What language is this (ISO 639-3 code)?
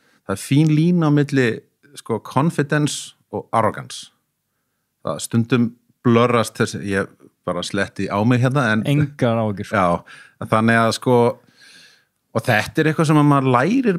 isl